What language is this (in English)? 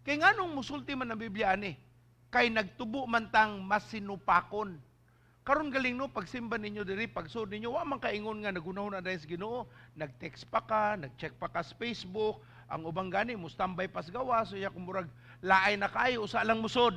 Cebuano